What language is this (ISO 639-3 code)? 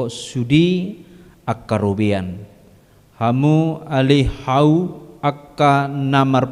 bbc